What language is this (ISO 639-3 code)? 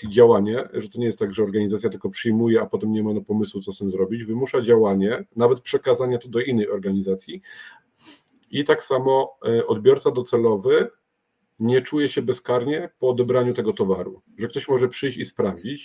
pol